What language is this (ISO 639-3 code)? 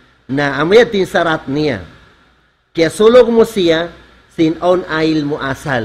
tsg